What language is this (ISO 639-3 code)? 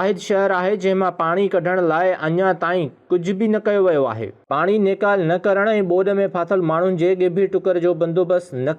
snd